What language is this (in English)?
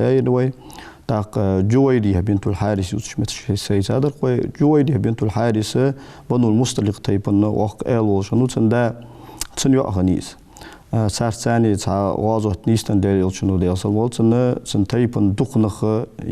Ingush